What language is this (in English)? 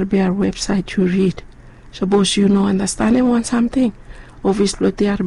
Bislama